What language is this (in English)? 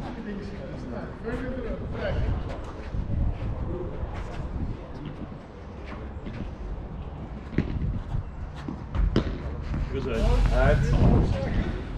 Dutch